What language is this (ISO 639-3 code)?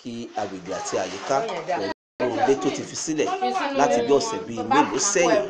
yor